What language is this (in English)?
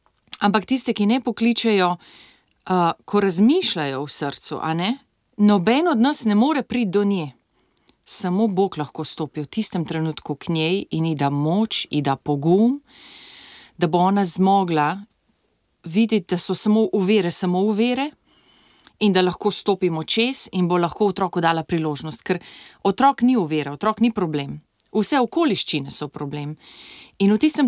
Slovenian